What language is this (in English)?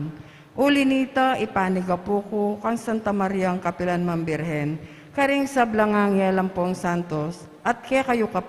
Pampanga